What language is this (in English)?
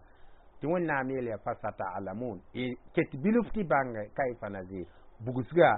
Mossi